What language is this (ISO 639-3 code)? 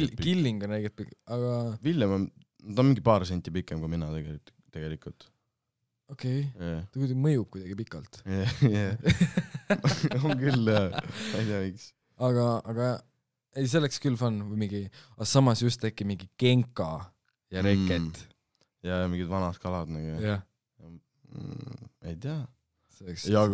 est